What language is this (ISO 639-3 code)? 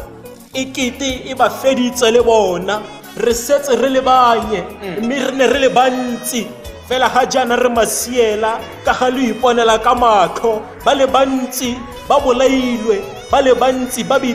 tsn